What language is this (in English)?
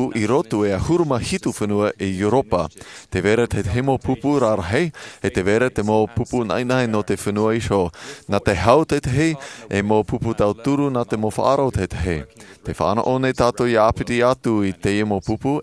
Tahitian